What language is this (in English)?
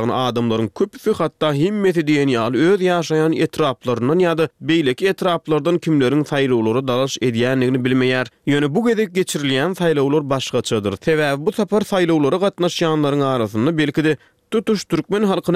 Turkmen